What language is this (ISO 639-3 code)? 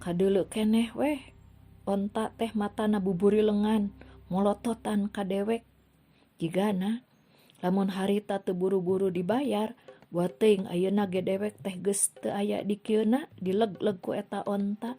sun